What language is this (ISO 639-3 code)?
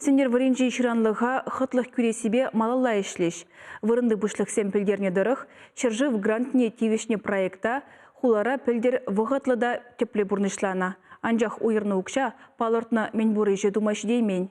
chv